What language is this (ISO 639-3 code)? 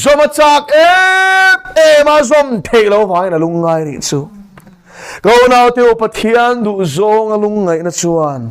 lus